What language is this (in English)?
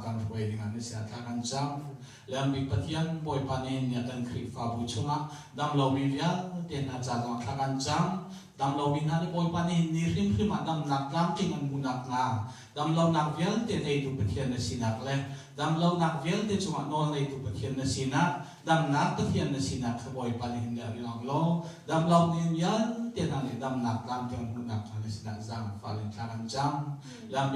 Hakha Chin